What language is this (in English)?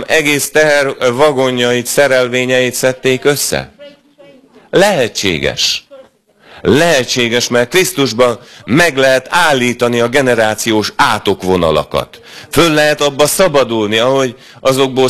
Hungarian